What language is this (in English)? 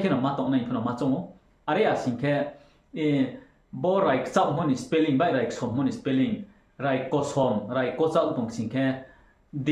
Riang (India)